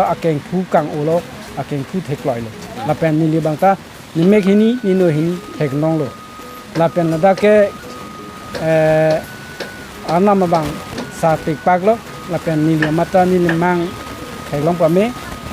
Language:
Karbi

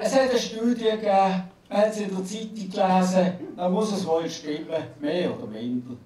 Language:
Swiss German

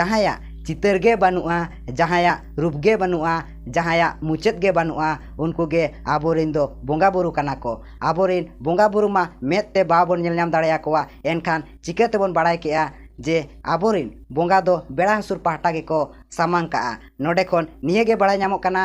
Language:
Santali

